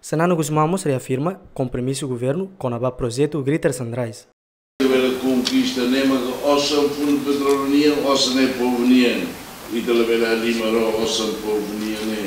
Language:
Tetum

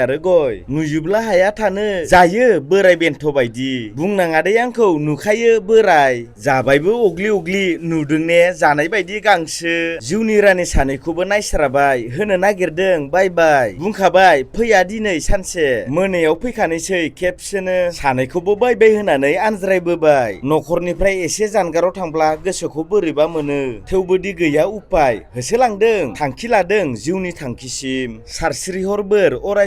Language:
Bodo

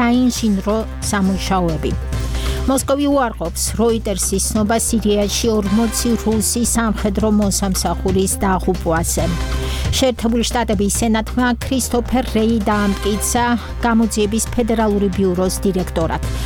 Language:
Georgian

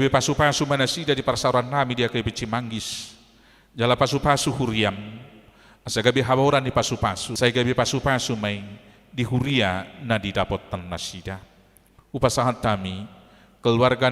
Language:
Batak Toba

